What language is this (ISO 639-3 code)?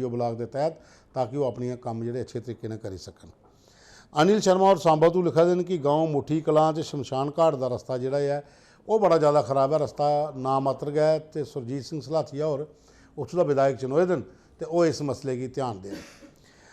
doi